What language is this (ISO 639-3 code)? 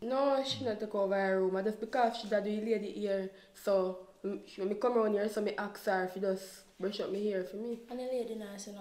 jam